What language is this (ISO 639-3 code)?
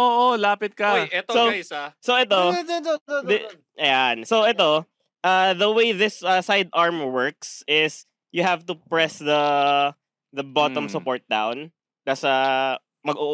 fil